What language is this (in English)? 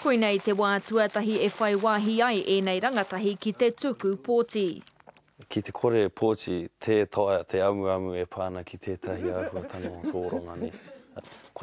Māori